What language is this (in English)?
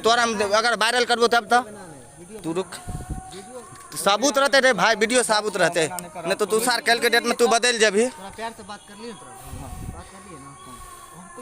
Maithili